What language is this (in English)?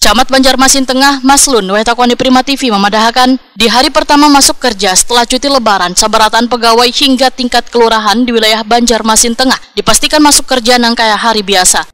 Banjar